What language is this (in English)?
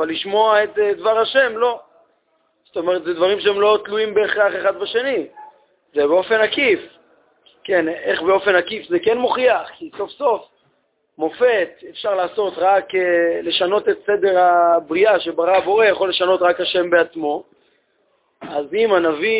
Hebrew